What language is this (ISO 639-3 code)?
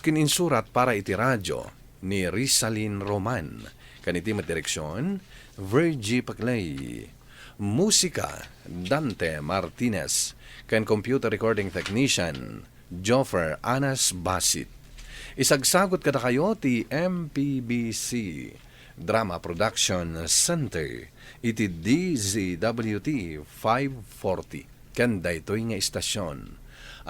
ilo